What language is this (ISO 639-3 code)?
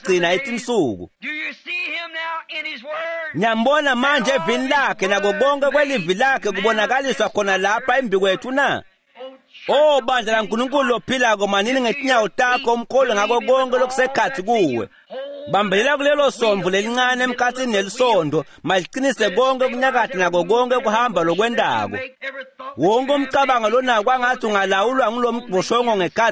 ssw